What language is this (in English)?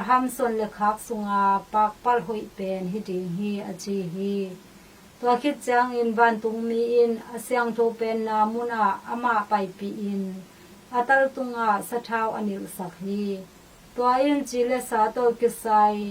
Tedim Chin